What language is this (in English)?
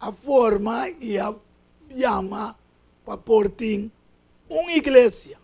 Papiamento